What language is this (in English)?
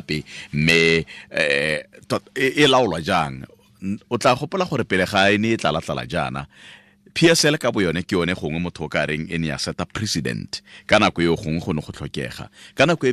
Tswana